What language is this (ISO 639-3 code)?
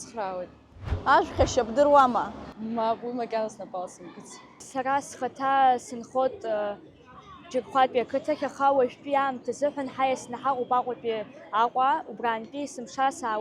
abk